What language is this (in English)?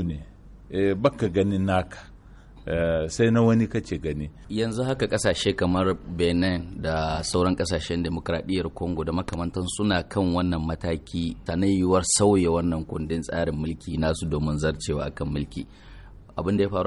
Hausa